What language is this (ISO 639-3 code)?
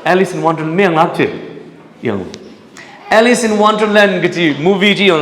nmf